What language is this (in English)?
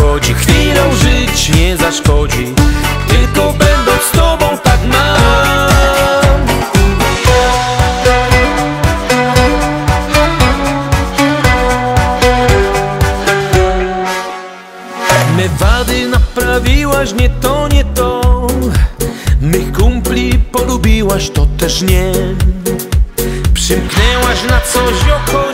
Polish